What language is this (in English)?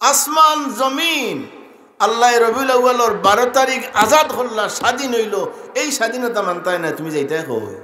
Sylheti